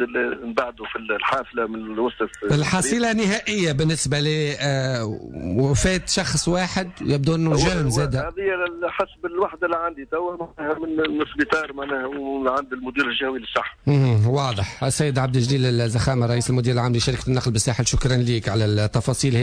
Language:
Tunisian Arabic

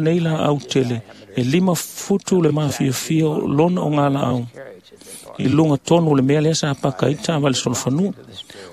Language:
Samoan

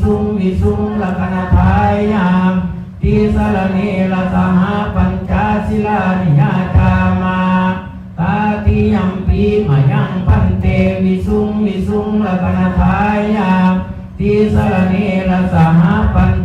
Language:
Pali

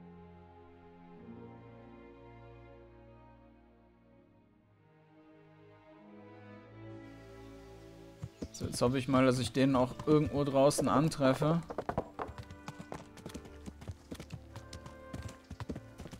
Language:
German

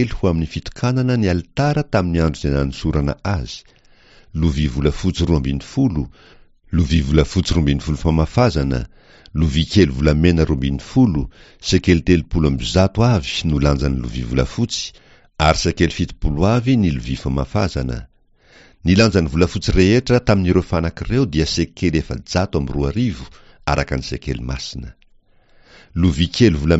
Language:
Malagasy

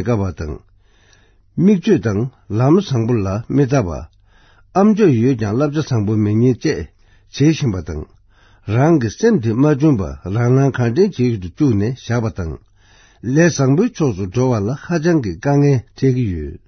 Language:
Tibetan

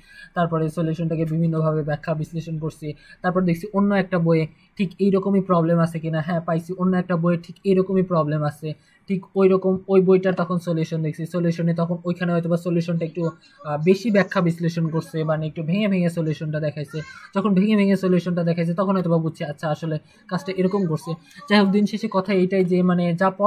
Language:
Bangla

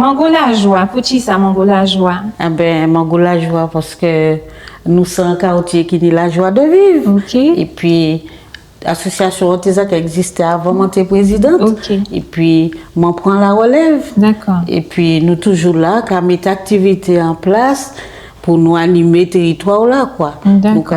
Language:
Guadeloupean Creole French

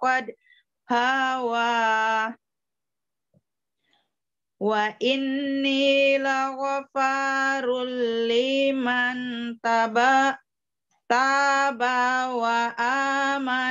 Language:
Arabic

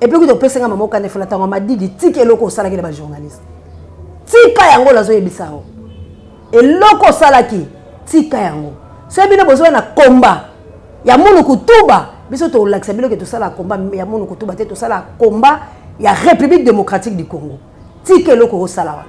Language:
Lingala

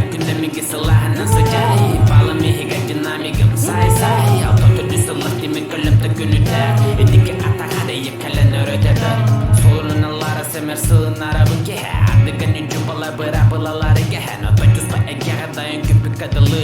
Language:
Yakut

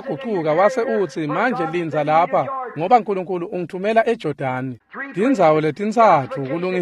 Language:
Swati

